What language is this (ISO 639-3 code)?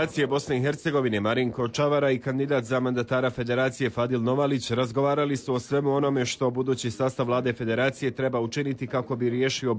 bos